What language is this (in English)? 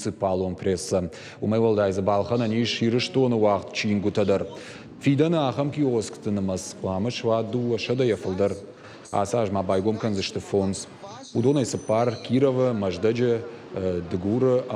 Ossetic